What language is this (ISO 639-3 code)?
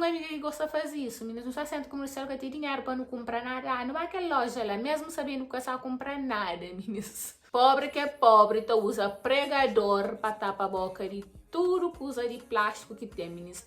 kea